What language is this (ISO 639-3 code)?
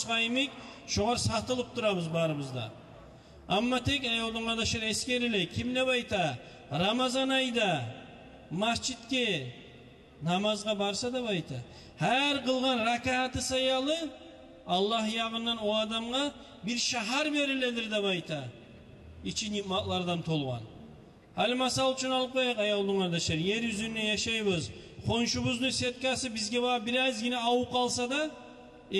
kum